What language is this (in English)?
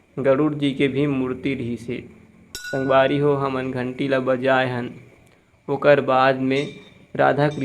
Chhattisgarhi